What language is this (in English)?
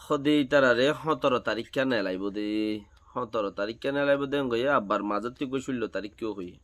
Rohingya